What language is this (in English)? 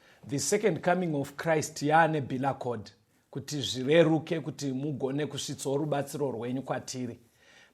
Shona